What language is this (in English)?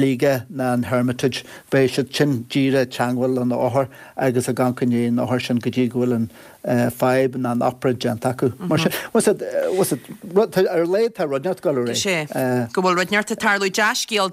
Irish